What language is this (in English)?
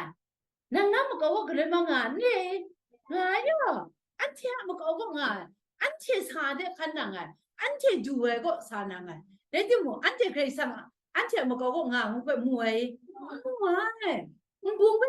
Kachin